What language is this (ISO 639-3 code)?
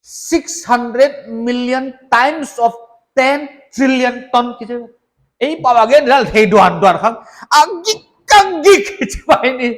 pck